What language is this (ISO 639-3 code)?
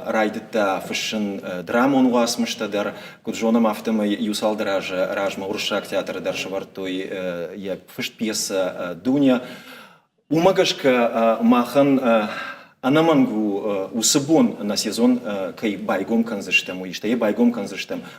oss